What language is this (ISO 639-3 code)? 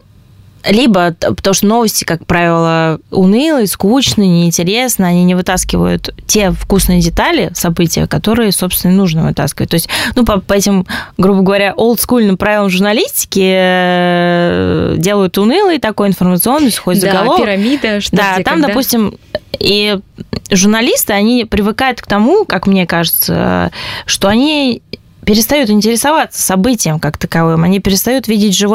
rus